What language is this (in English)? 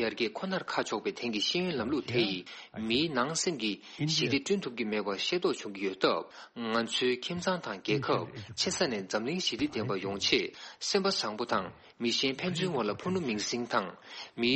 Tibetan